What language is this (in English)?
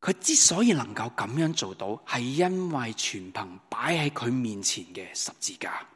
Cantonese